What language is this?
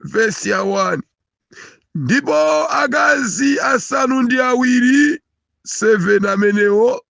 Nyanja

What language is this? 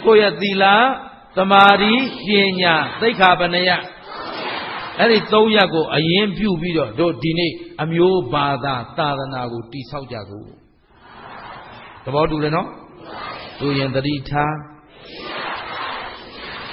Burmese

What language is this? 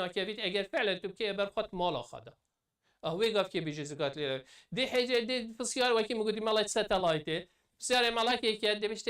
Kurdish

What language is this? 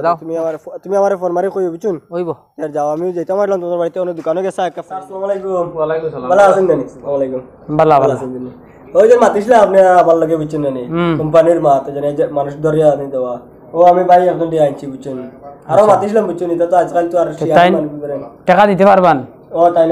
Sylheti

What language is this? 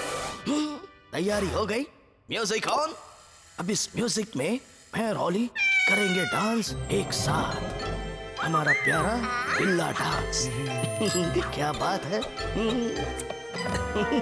Hindi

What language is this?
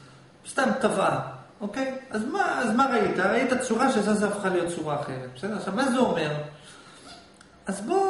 Hebrew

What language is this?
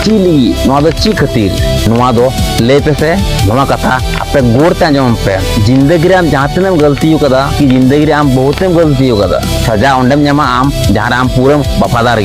Santali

